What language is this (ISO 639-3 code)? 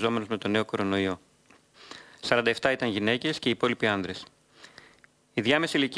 ell